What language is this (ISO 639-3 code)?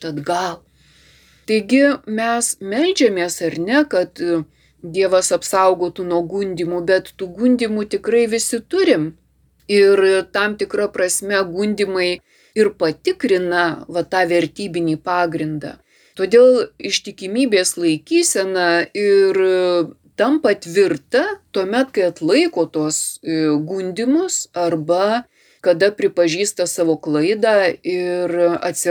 lit